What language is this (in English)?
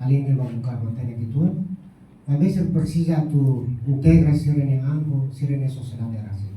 Tetum